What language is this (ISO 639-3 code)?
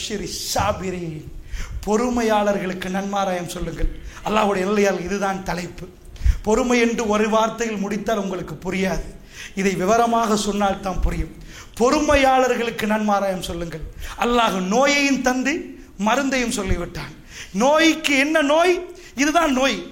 tam